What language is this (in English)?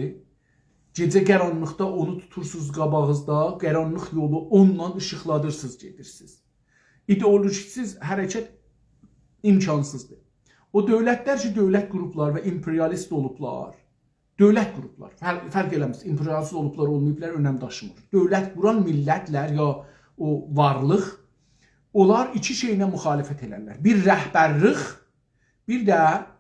South Azerbaijani